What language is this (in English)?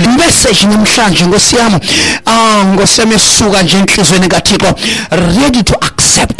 Xhosa